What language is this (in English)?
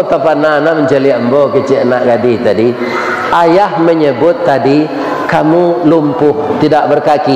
Minangkabau